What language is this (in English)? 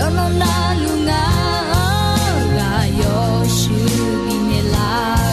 Akha